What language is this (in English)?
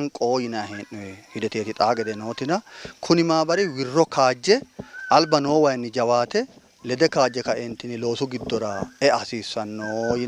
Sidamo